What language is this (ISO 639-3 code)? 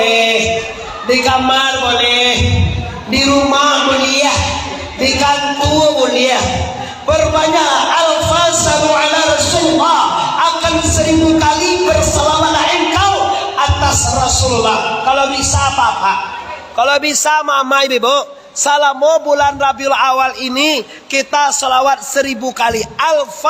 min